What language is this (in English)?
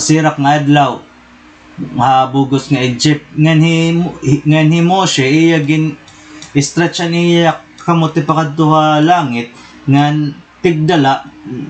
Waray